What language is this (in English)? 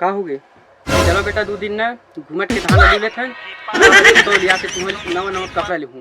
Chhattisgarhi